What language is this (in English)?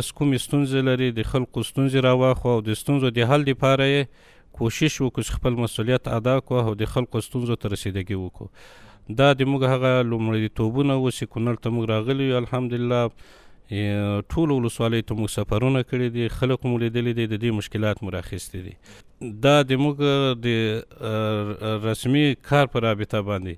Pashto